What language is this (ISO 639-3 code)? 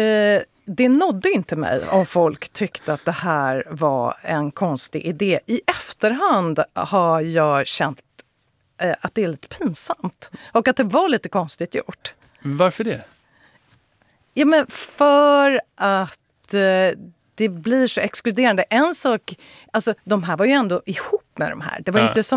swe